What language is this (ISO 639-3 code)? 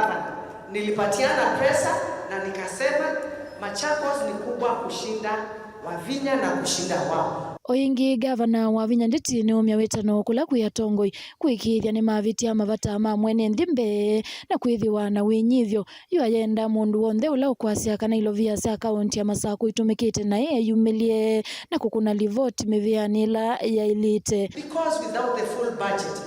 kam